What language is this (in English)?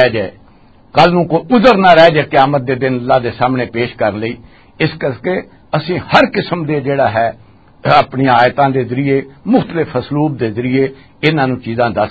Western Panjabi